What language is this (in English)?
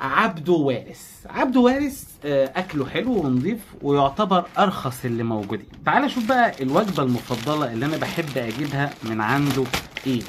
Egyptian Arabic